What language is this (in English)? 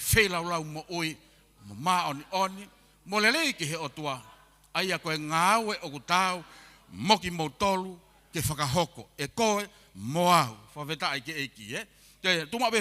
Tongan